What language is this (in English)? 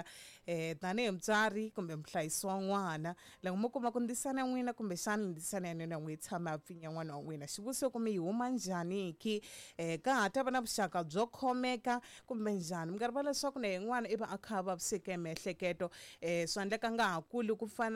Tsonga